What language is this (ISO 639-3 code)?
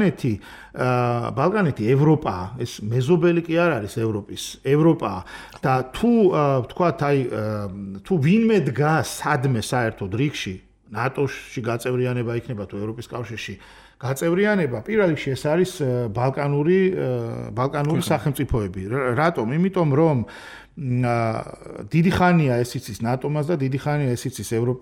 kat